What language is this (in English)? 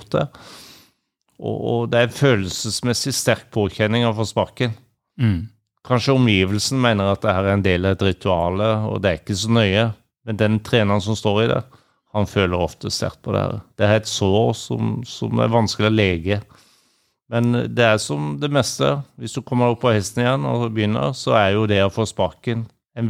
Norwegian